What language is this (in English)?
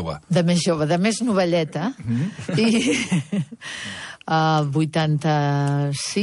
Catalan